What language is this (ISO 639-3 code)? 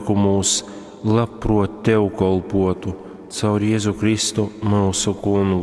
ltg